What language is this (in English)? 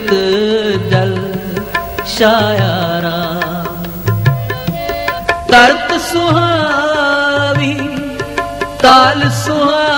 Punjabi